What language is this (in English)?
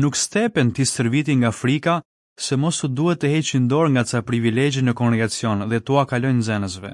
Albanian